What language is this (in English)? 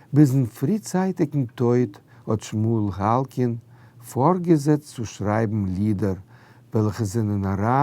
Yiddish